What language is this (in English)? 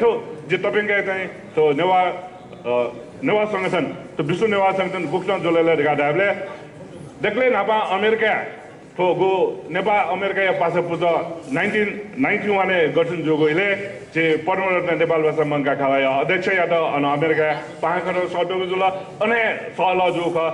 Newari